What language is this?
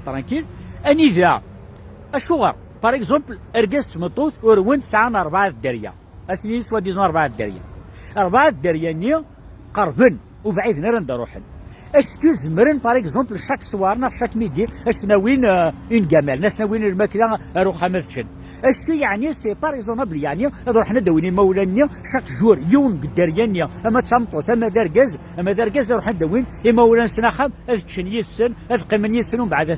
Kabyle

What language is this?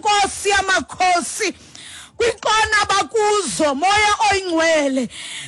Xhosa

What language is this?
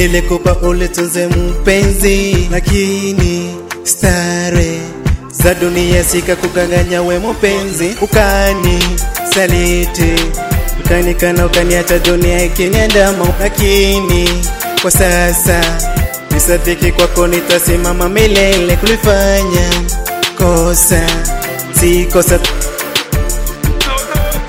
Swahili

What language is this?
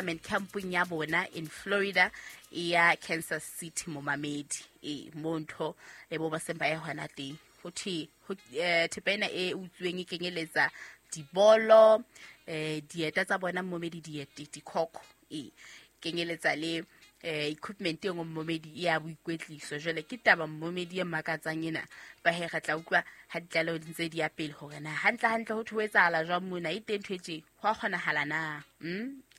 Southern Sotho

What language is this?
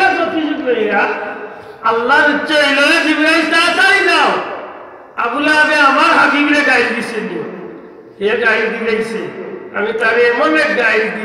Sylheti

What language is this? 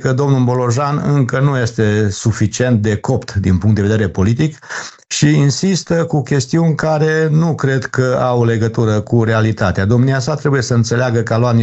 Romanian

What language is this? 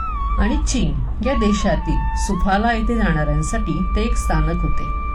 Marathi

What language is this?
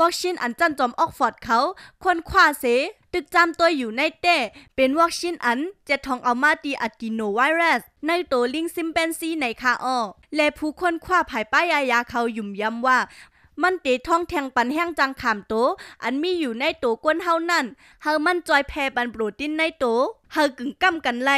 Shan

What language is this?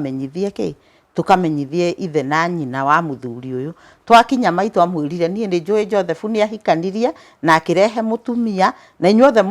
Kikuyu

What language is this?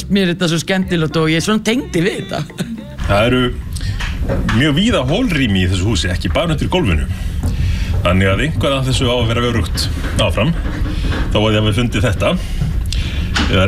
Icelandic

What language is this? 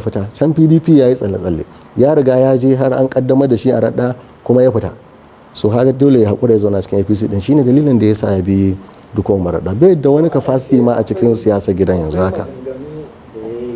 Hausa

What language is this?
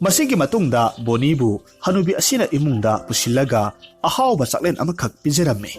Manipuri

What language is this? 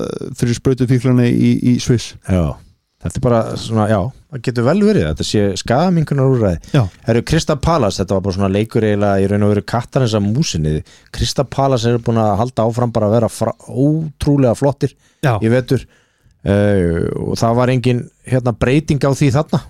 Icelandic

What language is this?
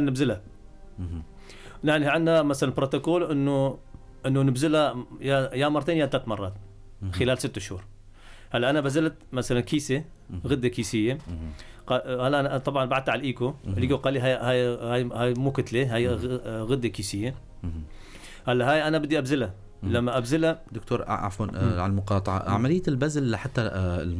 North Levantine Arabic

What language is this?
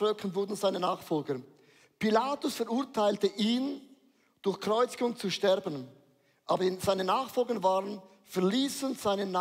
Swiss German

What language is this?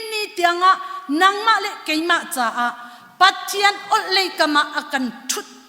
Hakha Chin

